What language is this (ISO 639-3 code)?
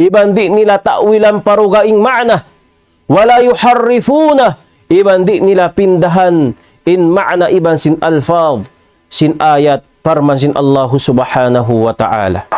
tsg